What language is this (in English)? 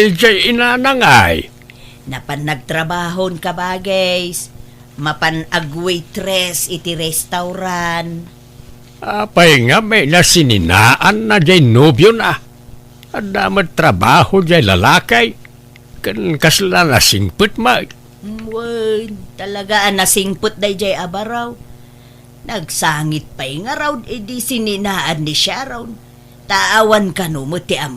Iloko